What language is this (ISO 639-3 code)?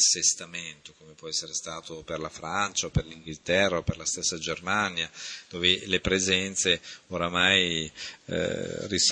ita